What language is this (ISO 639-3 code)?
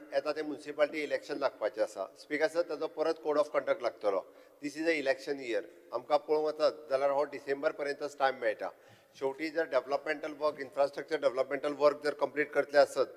kok